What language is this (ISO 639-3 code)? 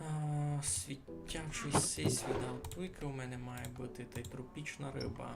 rue